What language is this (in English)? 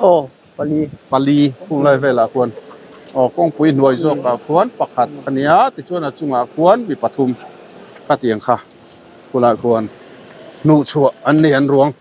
Mizo